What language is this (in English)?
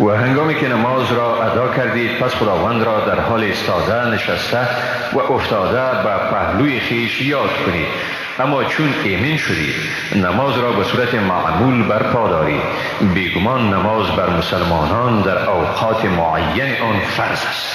Persian